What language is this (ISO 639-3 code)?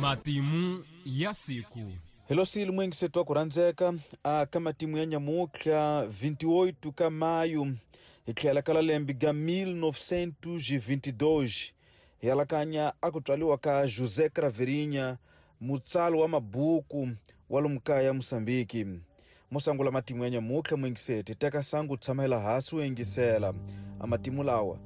tso